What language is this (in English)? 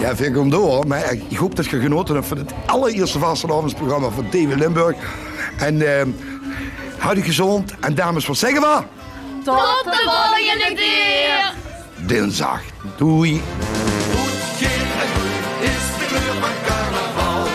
Limburgish